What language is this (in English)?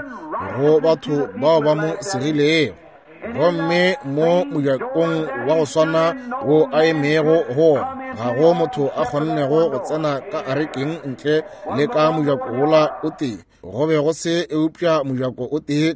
Northern Sotho